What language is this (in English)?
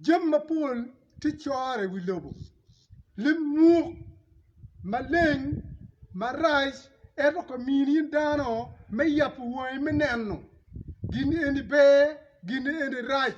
Acoli